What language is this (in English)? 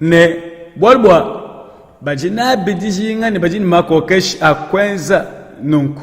Luba-Lulua